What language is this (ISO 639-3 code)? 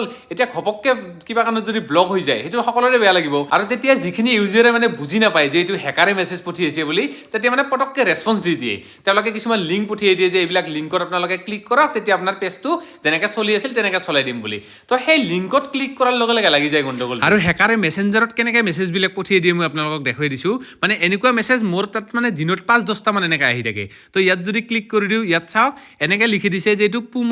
asm